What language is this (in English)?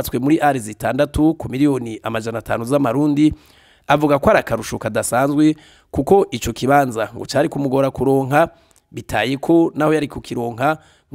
Rundi